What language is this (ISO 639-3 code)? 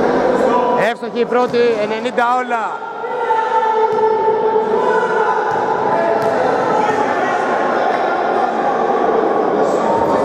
ell